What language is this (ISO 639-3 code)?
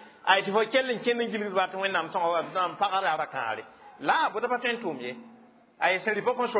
mos